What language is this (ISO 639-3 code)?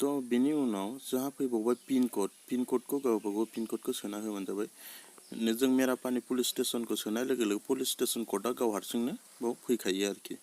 brx